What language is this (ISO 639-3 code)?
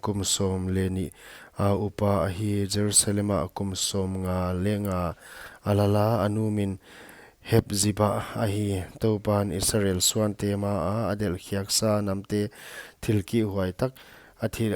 pck